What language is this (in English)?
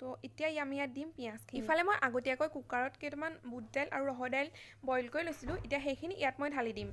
Assamese